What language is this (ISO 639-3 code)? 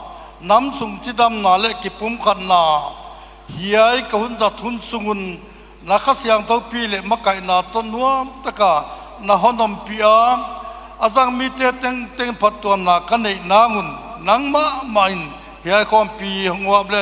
pck